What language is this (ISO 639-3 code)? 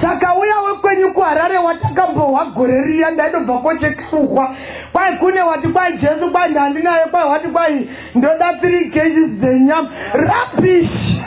sna